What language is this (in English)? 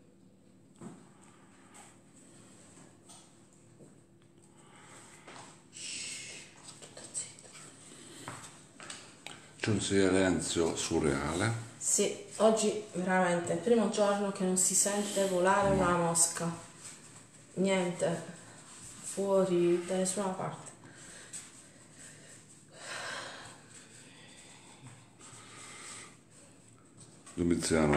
Italian